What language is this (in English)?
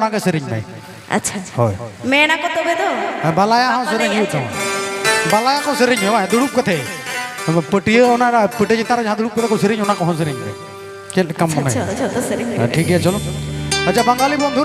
Santali